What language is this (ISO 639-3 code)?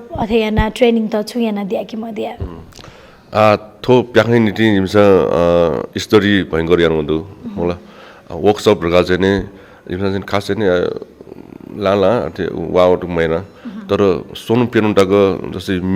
new